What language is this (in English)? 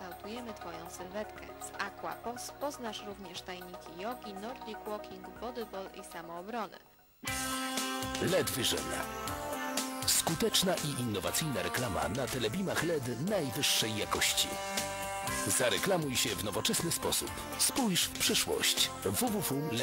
Polish